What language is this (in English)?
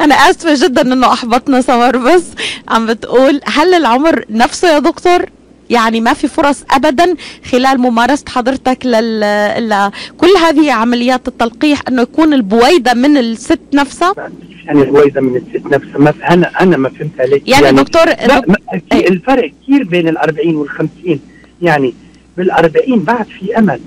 North Levantine Arabic